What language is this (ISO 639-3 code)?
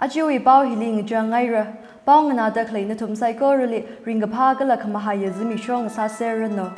nmf